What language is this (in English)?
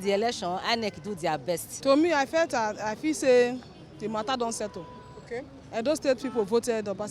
Nigerian Pidgin